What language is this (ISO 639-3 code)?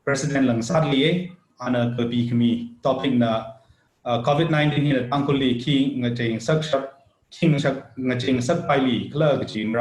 nmf